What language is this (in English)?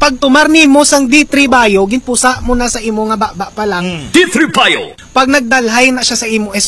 Hiligaynon